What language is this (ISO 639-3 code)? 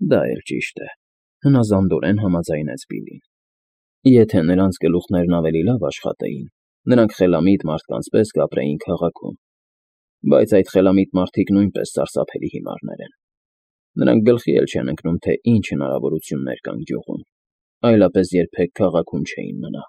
hye